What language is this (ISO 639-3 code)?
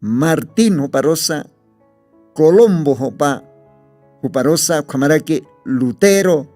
aym